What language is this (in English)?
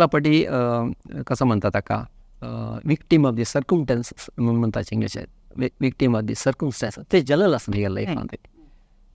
Konkani